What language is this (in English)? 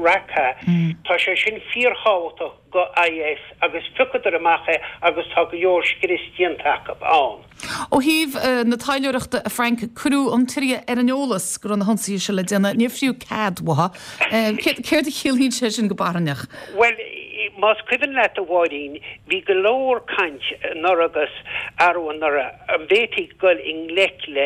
Irish